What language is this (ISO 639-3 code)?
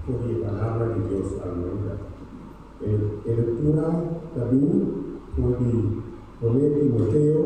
pap